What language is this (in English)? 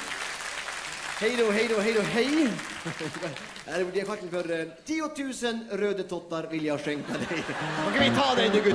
Norwegian